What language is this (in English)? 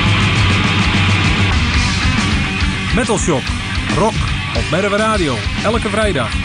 Dutch